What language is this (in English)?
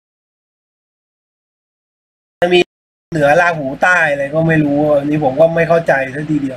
Thai